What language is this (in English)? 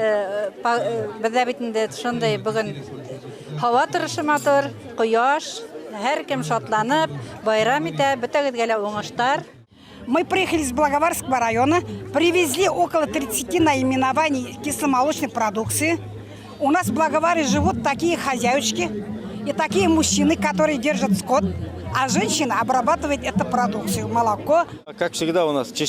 Bashkir